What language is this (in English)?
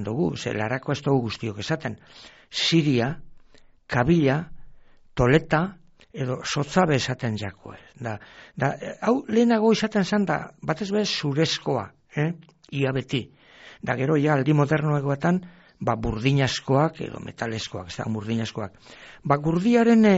Basque